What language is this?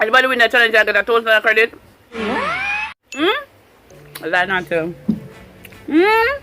Jamaican Creole English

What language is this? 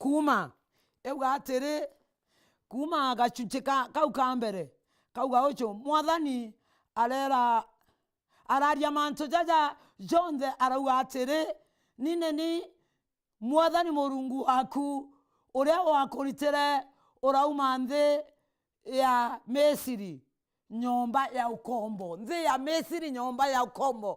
Meru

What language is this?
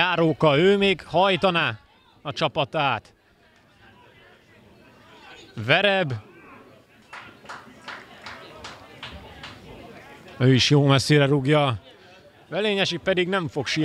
Hungarian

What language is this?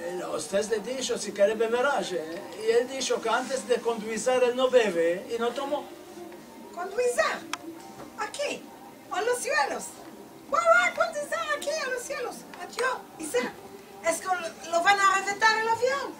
Ladino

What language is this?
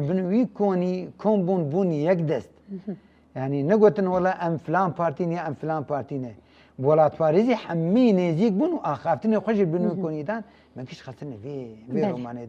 Kurdish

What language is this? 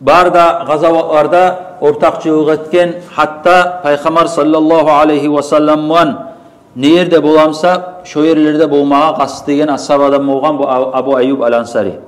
Kumyk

